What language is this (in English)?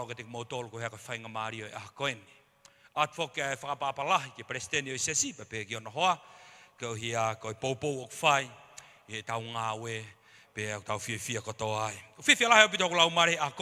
Tongan